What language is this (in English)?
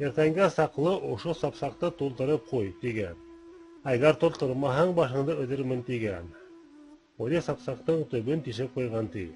Bashkir